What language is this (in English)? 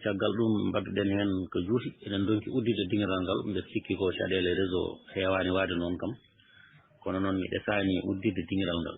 Fula